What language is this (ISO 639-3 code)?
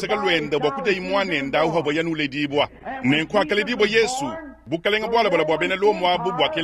lua